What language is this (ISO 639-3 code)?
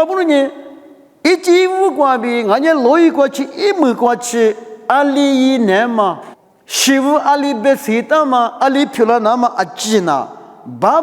lis